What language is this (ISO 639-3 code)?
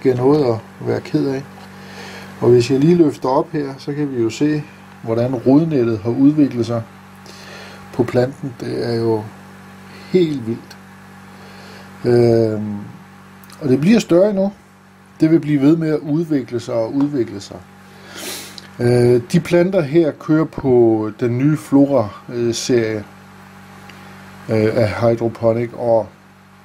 dan